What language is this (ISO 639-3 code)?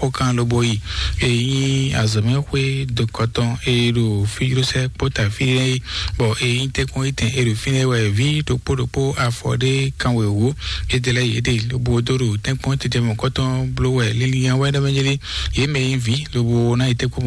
fon